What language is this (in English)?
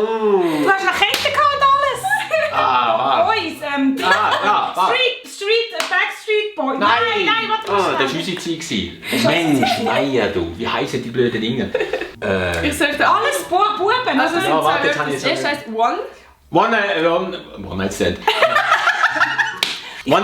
Swiss German